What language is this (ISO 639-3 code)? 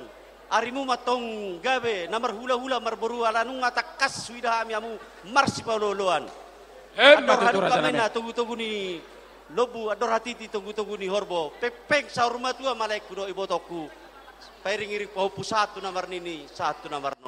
bbc